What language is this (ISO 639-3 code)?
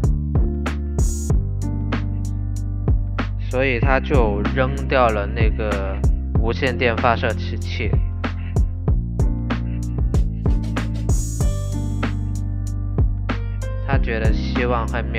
zho